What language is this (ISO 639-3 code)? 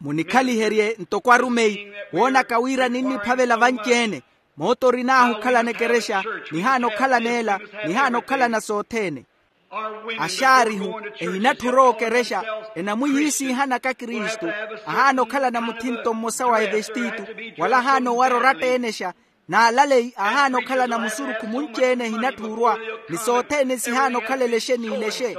vmw